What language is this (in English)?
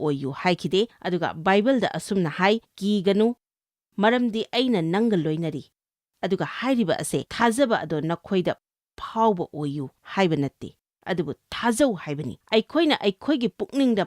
Manipuri